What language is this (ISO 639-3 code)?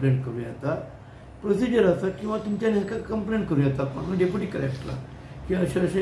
kok